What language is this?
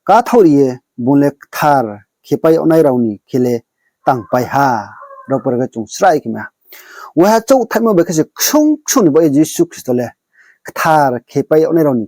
Riang (India)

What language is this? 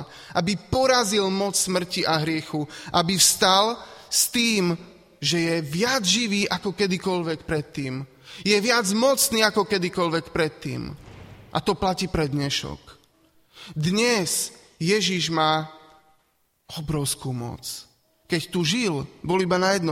Slovak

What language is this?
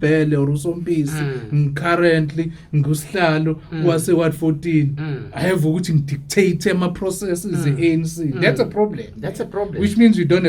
Zulu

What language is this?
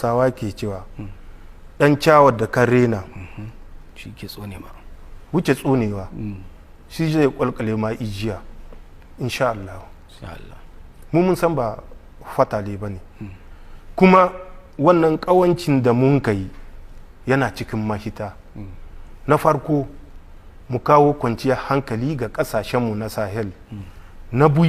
Hausa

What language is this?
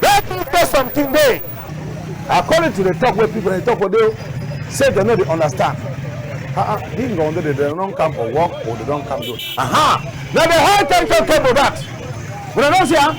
Cameroon Pidgin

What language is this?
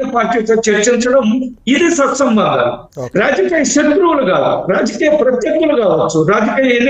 Telugu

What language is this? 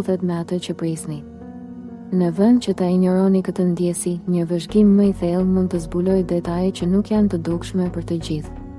Albanian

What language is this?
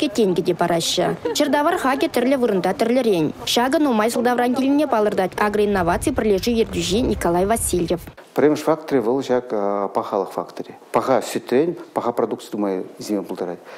Chuvash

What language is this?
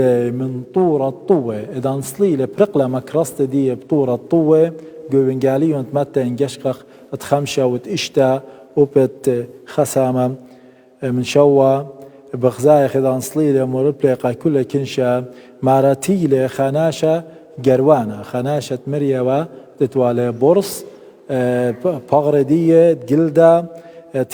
Assyrian Neo-Aramaic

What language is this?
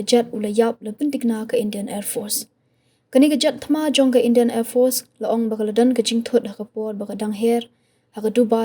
Khasi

